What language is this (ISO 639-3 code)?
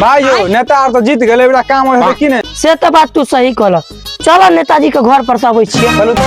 mai